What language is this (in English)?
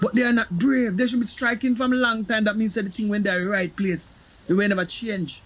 Jamaican Creole English